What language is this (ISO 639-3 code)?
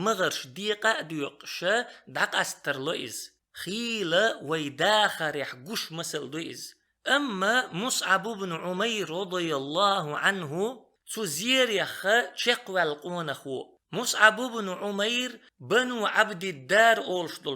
che